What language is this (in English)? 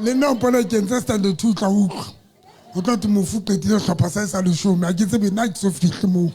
Southern Sotho